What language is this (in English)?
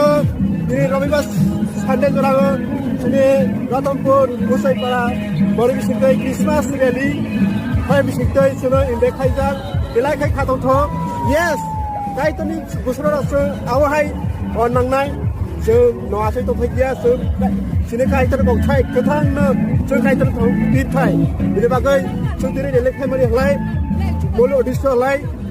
Kok Borok